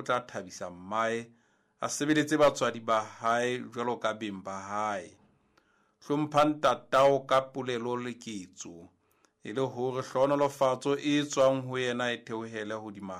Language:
Southern Sotho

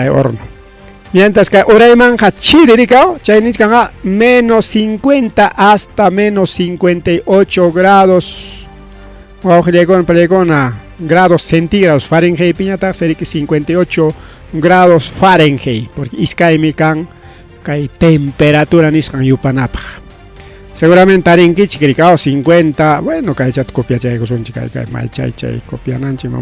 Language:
Ayacucho Quechua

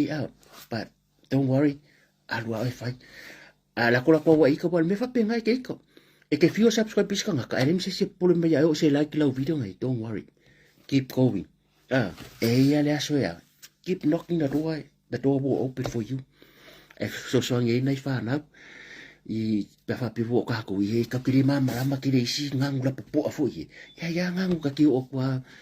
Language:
Samoan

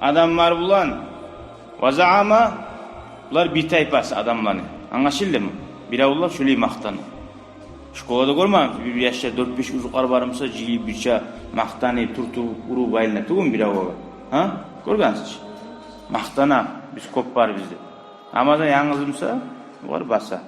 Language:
Kumyk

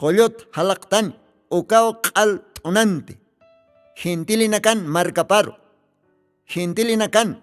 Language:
Aymara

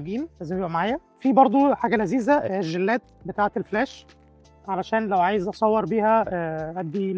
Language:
Egyptian Arabic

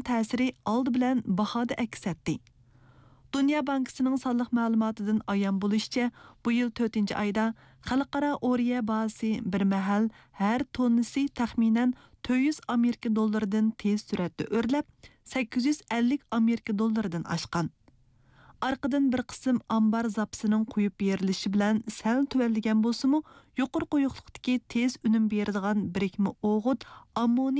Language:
Uyghur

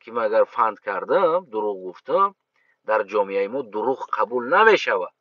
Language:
Tajik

